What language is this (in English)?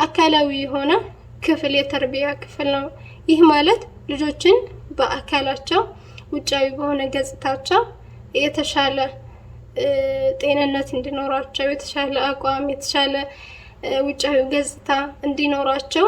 Amharic